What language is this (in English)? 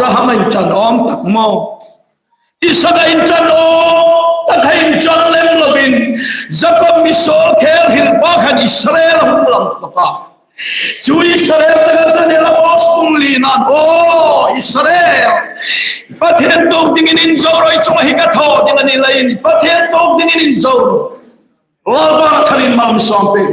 Hmar